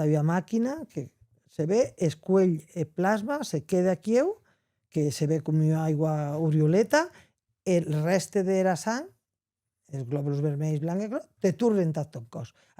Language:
Occitan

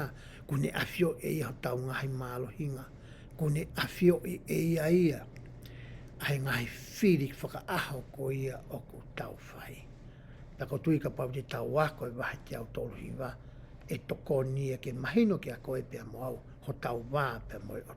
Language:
Tongan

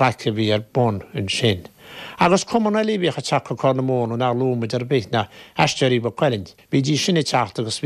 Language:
Irish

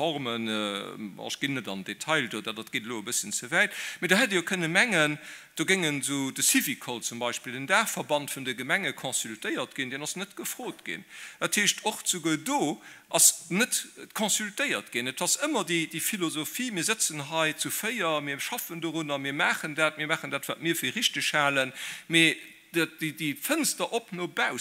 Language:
Luxembourgish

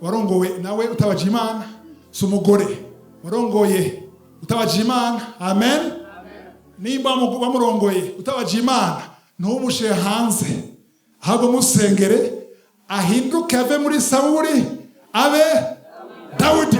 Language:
Rundi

